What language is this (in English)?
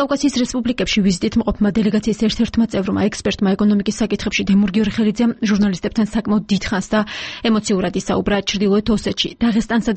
Georgian